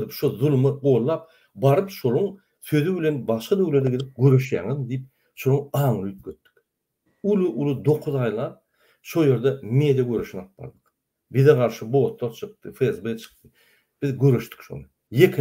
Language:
Turkmen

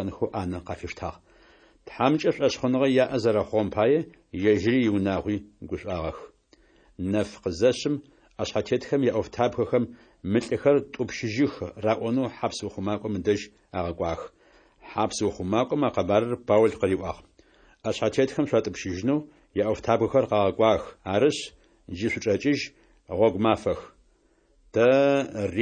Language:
Adyghe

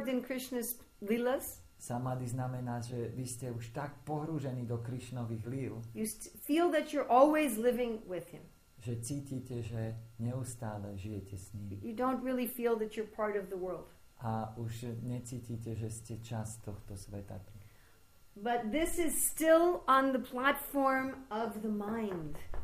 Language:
Slovak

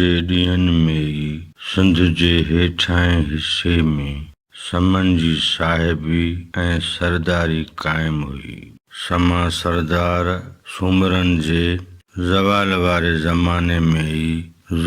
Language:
Sindhi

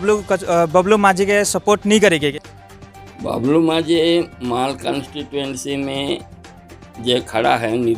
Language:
Sadri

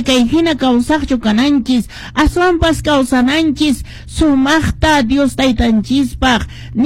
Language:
Quechua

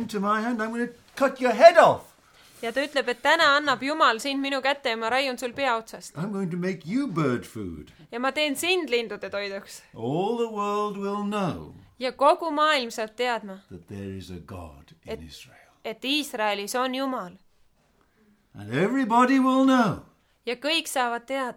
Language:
Estonian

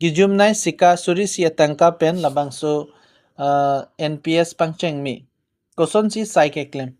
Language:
Karbi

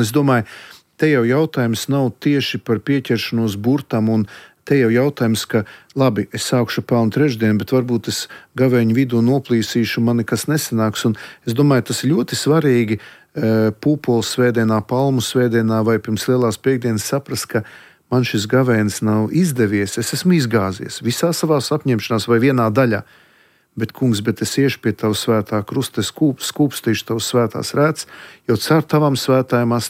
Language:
Latvian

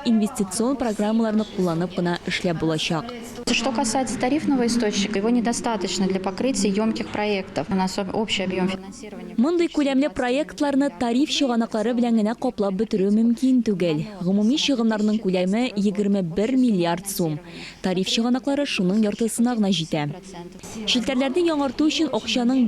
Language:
Tatar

